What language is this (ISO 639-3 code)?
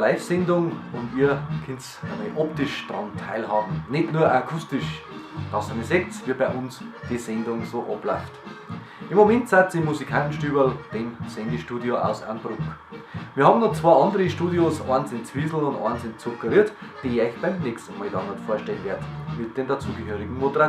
bar